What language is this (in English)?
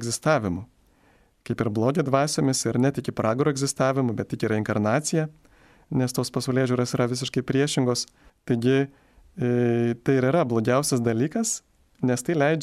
Lithuanian